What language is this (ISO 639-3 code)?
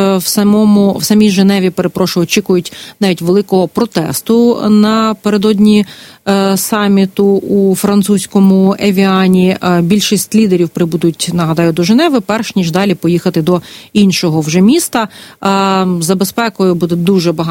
ukr